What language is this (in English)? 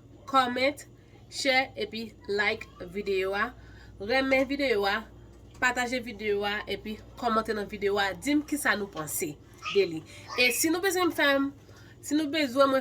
Haitian Creole